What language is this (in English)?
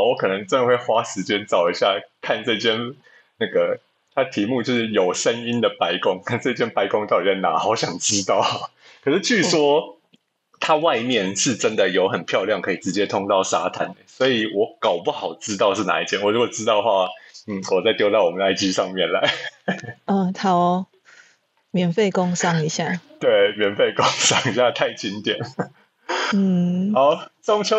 Chinese